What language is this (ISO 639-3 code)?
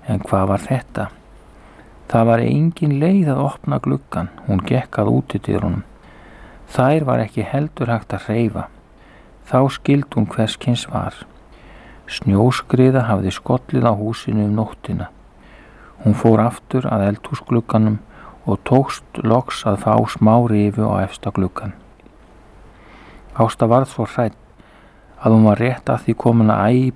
isl